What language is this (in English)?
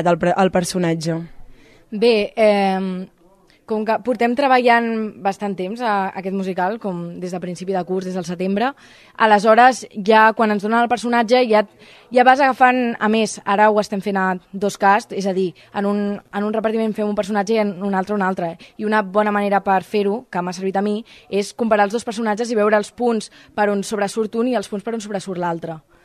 Catalan